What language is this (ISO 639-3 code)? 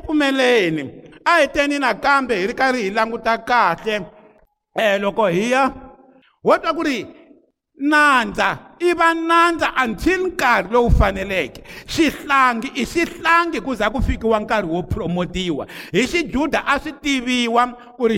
tso